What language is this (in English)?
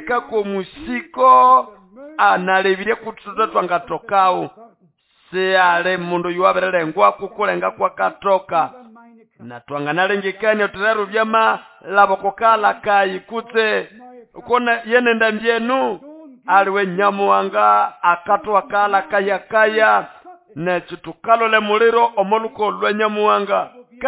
Nande